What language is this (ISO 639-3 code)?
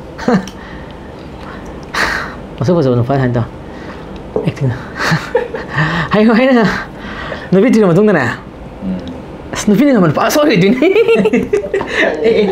msa